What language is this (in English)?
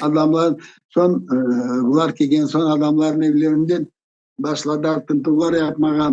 Crimean Tatar